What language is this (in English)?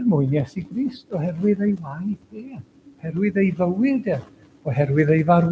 Welsh